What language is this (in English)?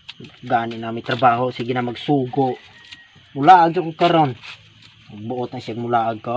Cebuano